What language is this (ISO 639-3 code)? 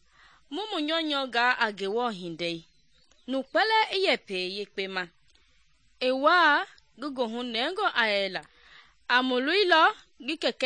men